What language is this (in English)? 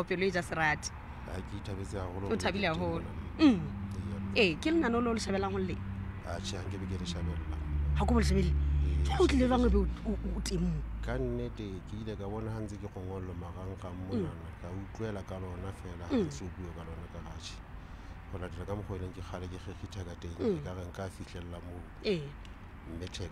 Southern Sotho